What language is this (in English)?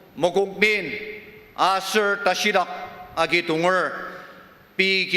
Ao Naga